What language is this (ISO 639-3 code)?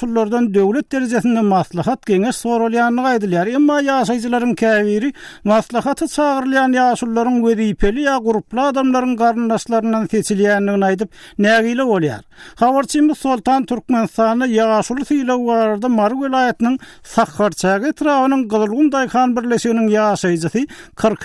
tuk